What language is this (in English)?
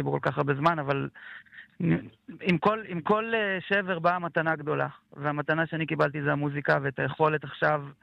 Hebrew